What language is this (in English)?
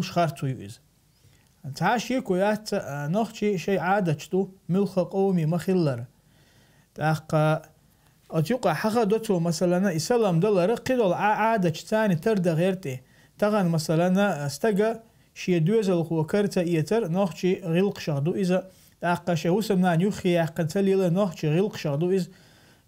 Chechen